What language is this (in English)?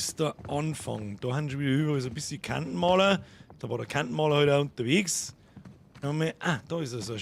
Bavarian